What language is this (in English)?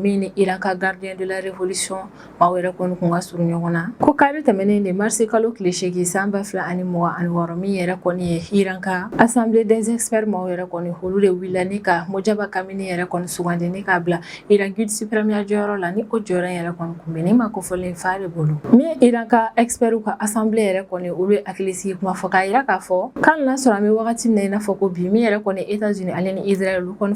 Bambara